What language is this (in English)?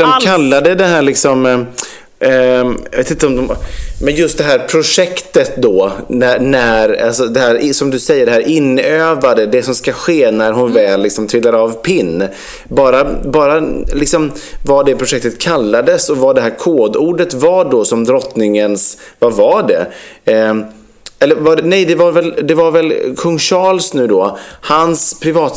Swedish